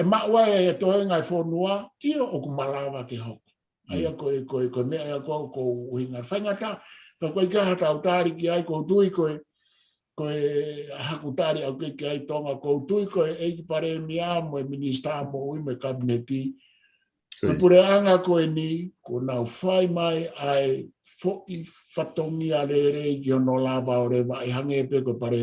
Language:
Tongan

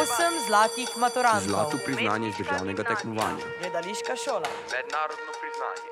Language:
Slovenian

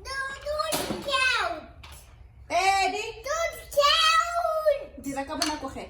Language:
Tswana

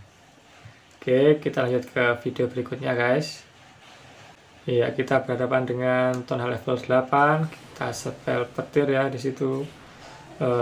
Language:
Indonesian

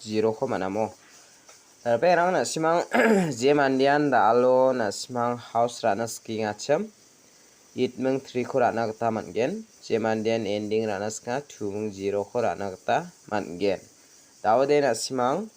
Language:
Garo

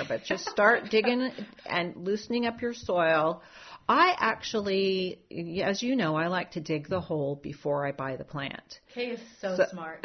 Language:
English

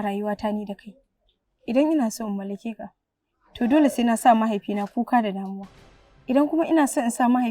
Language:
Hausa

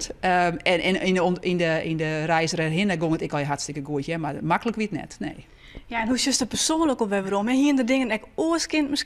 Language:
Western Frisian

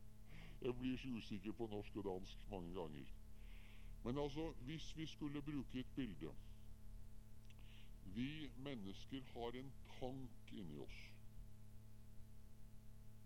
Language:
Norwegian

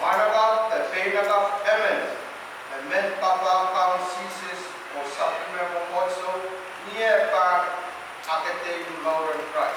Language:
Pohnpeian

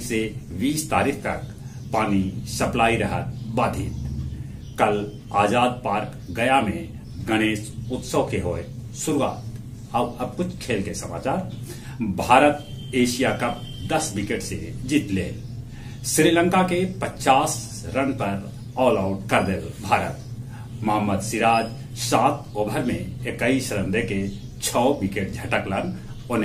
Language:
Magahi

